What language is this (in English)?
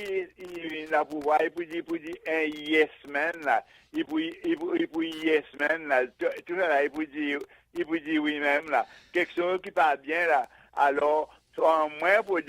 Seselwa Creole French